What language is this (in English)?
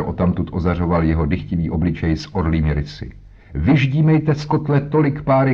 Czech